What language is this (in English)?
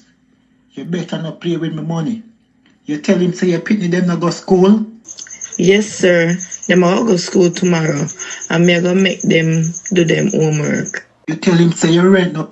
Jamaican Creole English